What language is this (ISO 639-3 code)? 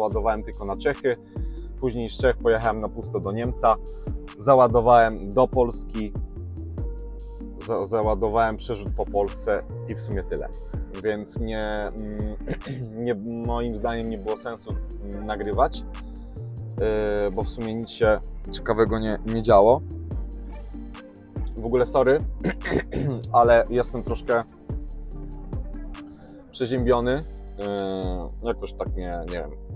pol